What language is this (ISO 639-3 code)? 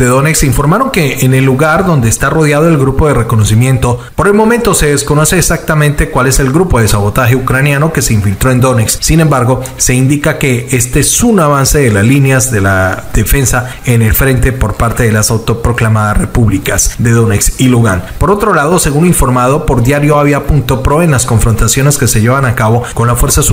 spa